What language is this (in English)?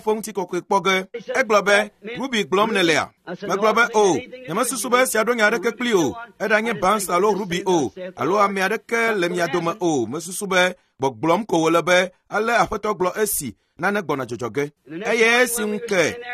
Ewe